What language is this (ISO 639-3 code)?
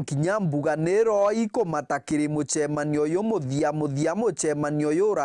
mer